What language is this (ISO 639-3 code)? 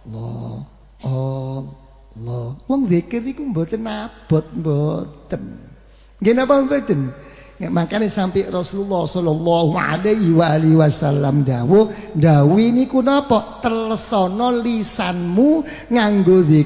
jav